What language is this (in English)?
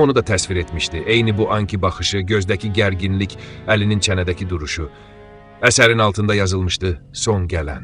Azerbaijani